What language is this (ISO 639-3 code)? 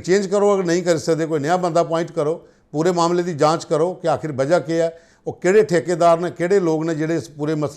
doi